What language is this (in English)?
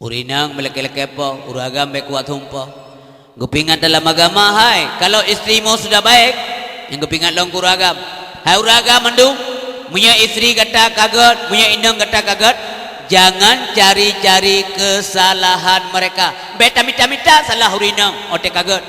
Achinese